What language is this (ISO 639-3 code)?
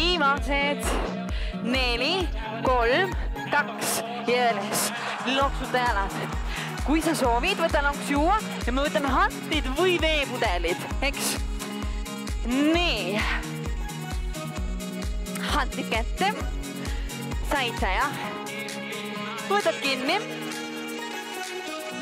est